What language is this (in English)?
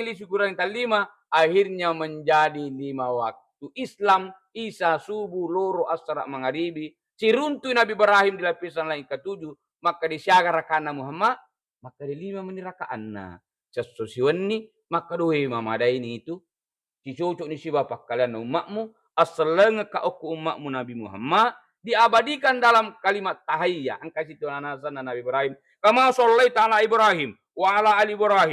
Buginese